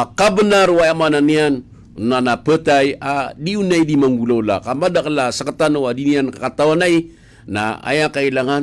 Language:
Maranao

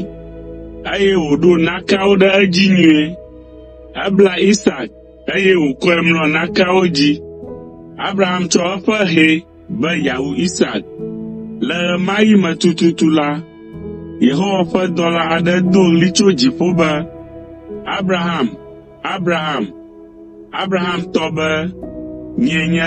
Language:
Ewe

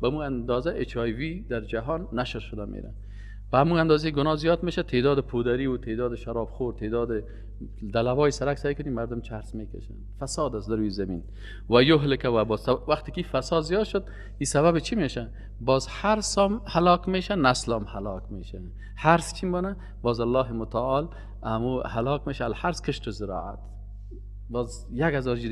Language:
Persian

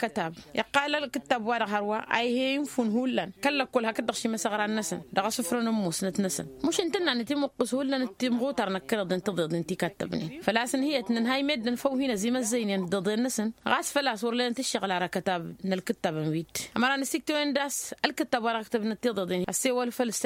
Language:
Tamasheq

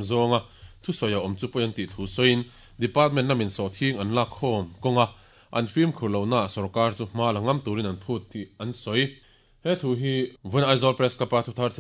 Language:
Mizo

